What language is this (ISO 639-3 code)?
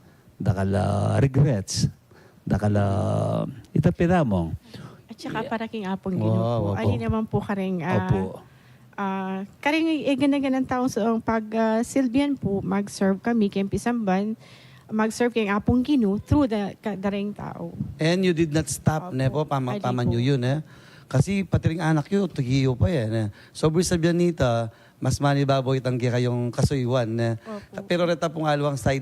pam